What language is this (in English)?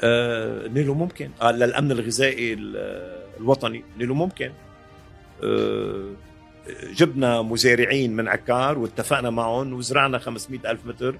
North Levantine Arabic